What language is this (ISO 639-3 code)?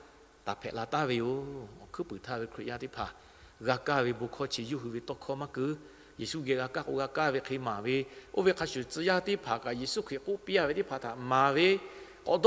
lhu